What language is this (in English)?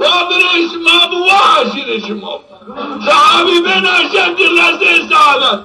Zaza